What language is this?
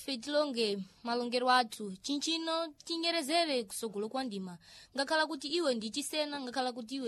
Sena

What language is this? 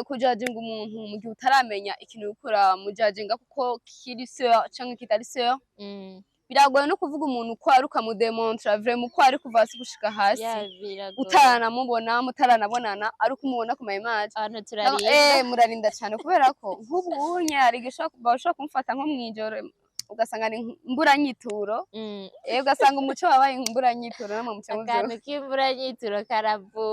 Rundi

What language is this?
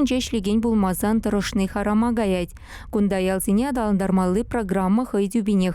Chuvash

